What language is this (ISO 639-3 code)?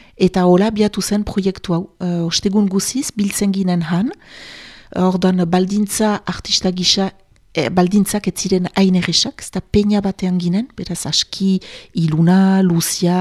eus